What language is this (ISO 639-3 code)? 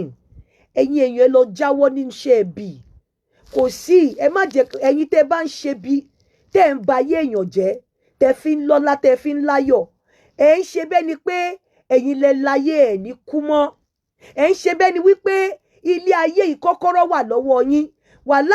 yor